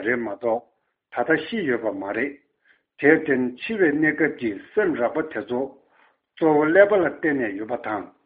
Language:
Tibetan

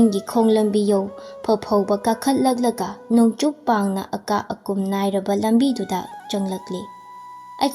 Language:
Manipuri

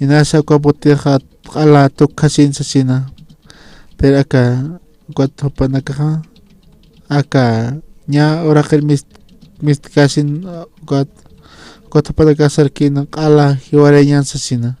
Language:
Aymara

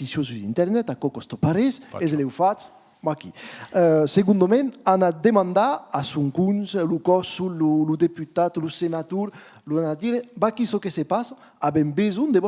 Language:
Occitan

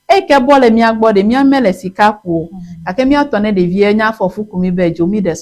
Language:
Ewe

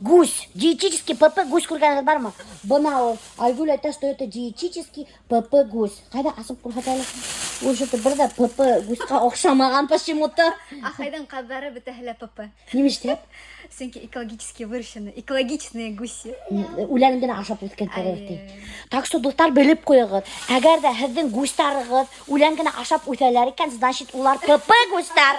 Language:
Bashkir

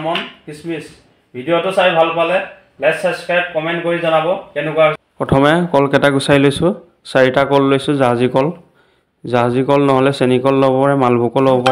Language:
Assamese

